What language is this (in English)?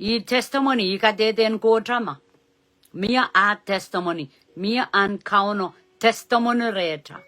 Pohnpeian